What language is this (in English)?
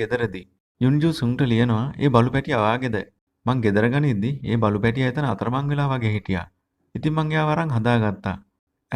Sinhala